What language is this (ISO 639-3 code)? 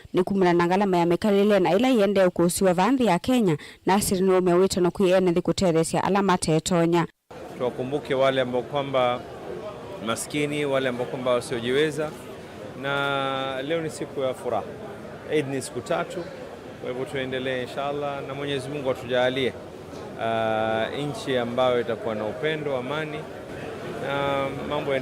kam